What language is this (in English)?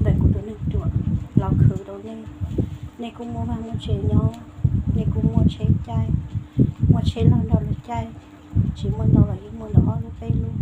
Hmong